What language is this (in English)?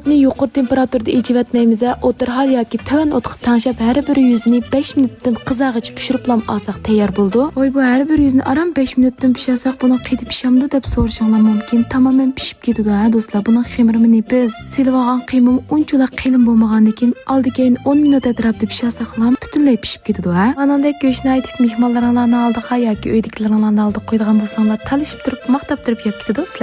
Uyghur